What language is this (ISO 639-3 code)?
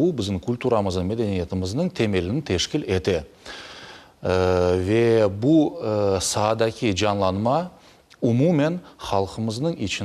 crh